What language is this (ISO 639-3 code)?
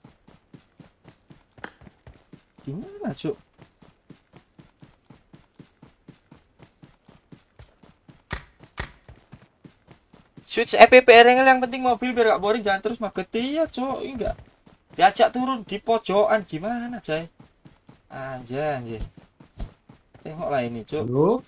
ind